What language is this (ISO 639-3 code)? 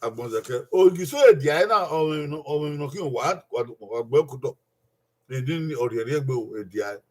bin